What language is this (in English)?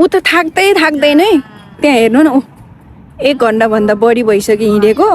Nepali